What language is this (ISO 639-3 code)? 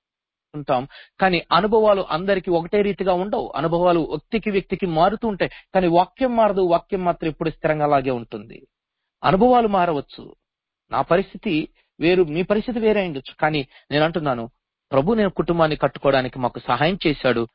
tel